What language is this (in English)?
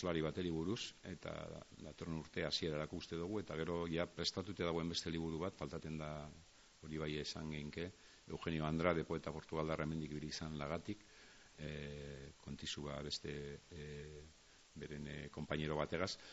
Basque